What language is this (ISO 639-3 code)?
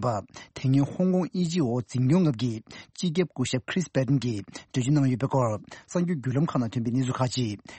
bod